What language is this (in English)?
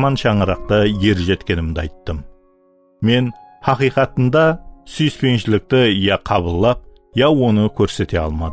Kara-Kalpak